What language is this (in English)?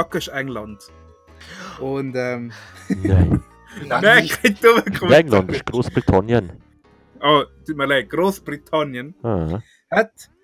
Swiss German